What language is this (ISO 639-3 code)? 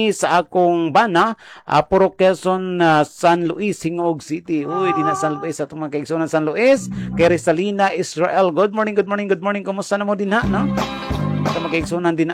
ceb